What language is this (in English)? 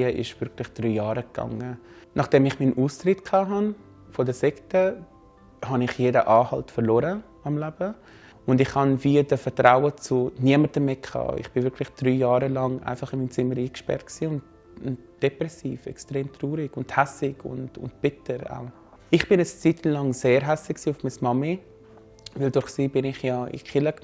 Swiss German